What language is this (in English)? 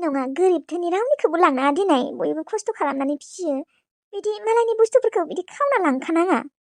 Bodo